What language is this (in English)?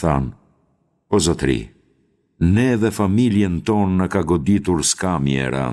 Albanian